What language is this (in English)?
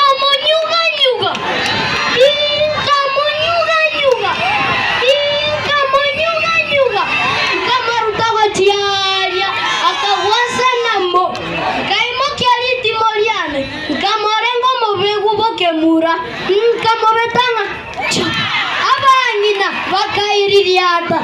Gusii